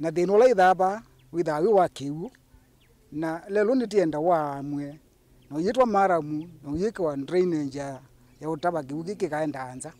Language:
Kamba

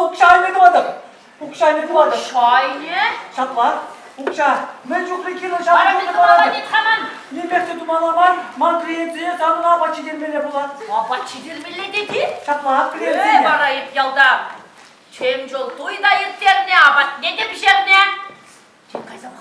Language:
Chuvash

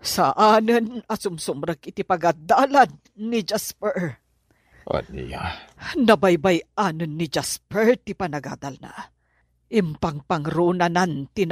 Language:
Iloko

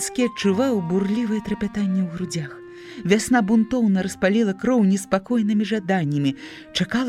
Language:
Belarusian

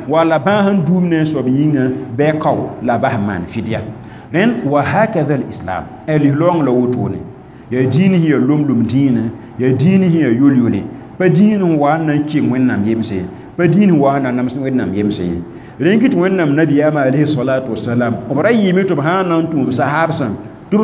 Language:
Mossi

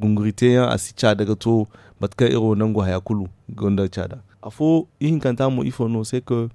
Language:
Zarma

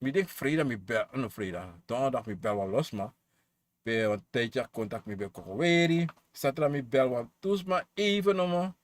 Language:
Sranan Tongo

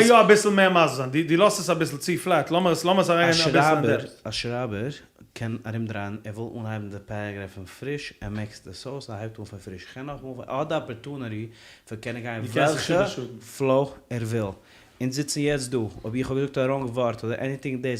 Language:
Yiddish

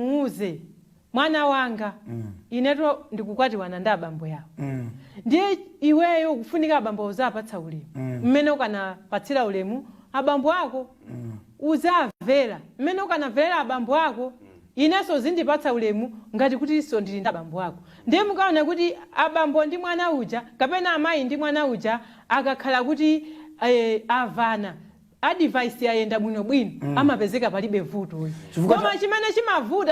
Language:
Nyanja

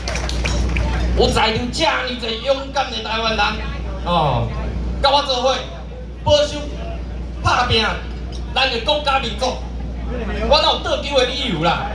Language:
Min Nan Chinese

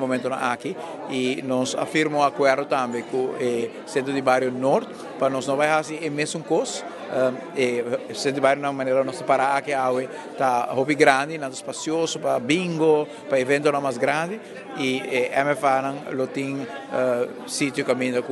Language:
Papiamento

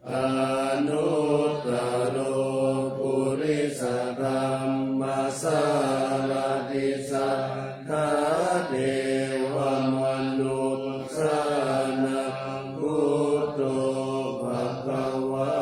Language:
Pali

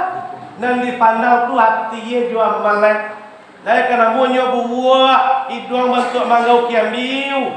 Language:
Minangkabau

